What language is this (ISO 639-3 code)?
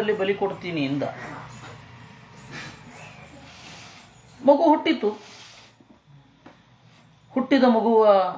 kan